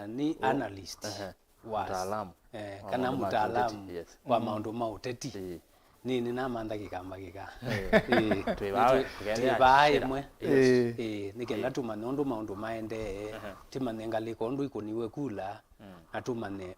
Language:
Kamba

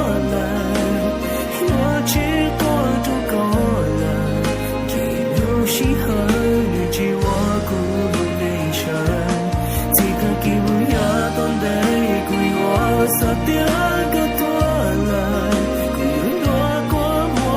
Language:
Hmong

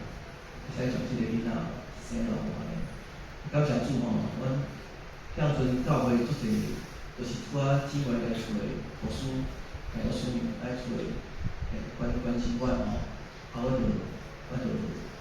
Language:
Min Nan Chinese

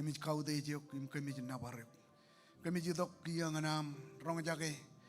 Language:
Marshallese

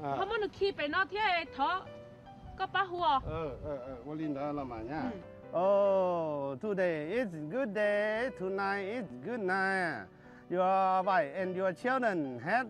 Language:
Hmong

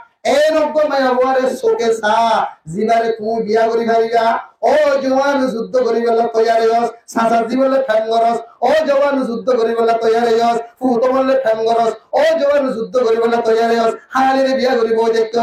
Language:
Rohingya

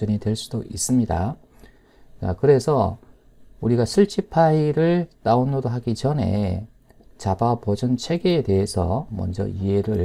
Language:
Korean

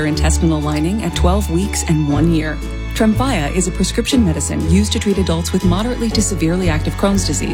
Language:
English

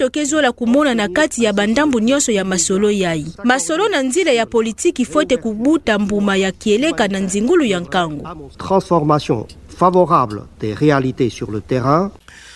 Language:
Kituba (Democratic Republic of Congo)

